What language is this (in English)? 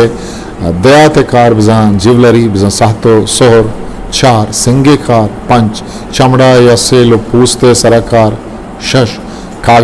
Eastern Balochi